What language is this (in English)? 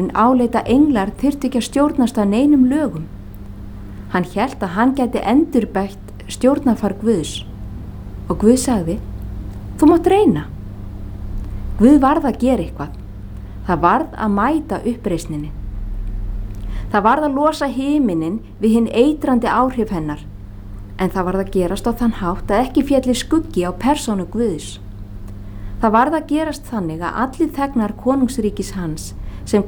Icelandic